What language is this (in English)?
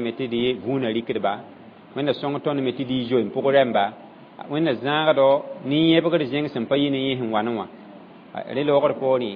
Mossi